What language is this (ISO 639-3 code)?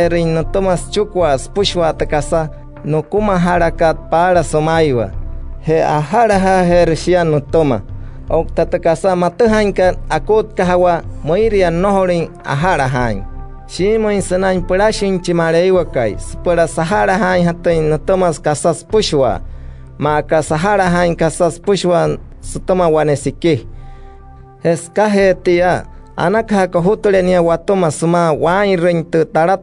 guc